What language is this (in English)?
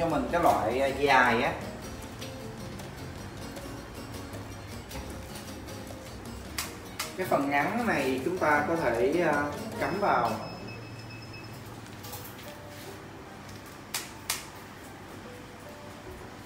Vietnamese